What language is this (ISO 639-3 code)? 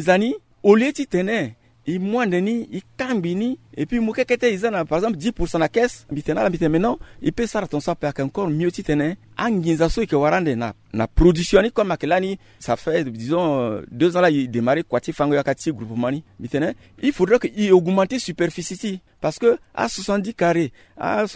sag